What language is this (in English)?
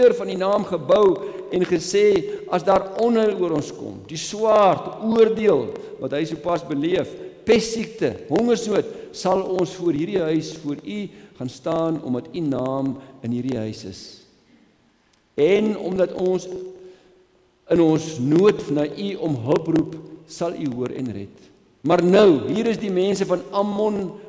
Afrikaans